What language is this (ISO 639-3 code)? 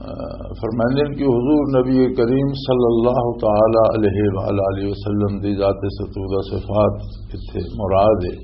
lah